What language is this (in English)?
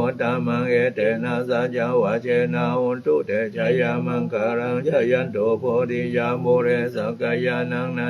Pali